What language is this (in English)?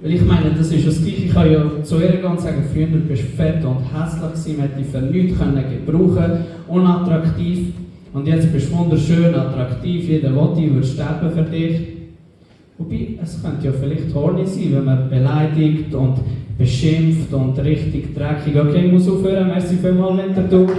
Swiss German